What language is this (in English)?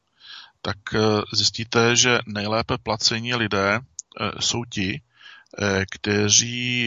Czech